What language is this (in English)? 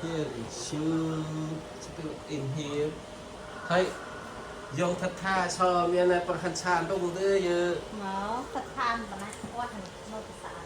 Central Mnong